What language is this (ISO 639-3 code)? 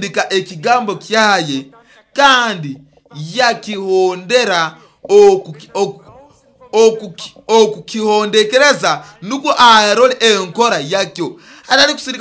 nyo